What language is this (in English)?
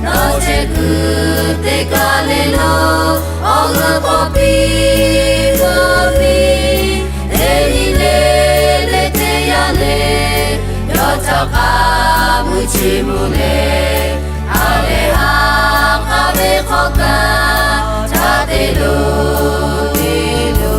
Lahu